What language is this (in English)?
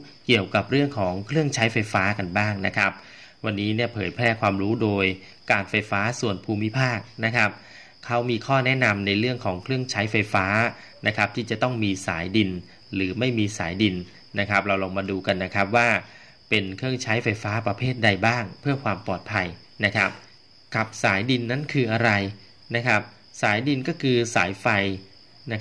Thai